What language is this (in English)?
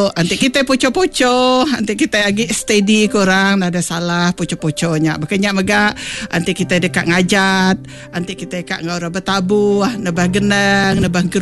Iban